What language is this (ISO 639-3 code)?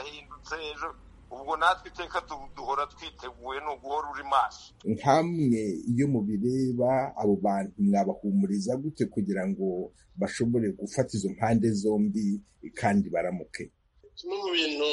kin